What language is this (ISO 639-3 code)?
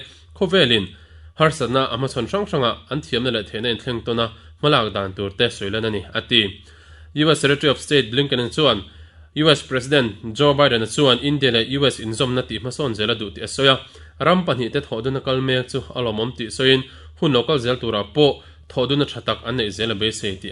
lus